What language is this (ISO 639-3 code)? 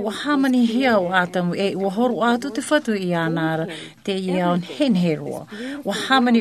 tah